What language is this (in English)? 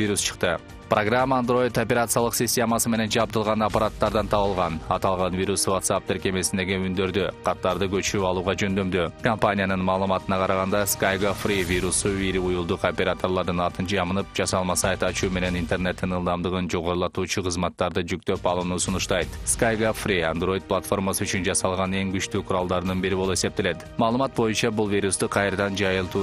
Kyrgyz